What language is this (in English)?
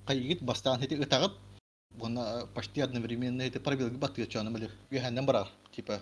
Yakut